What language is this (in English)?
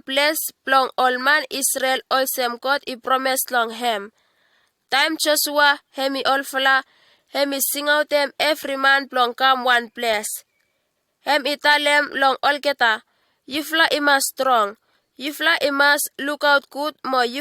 Bislama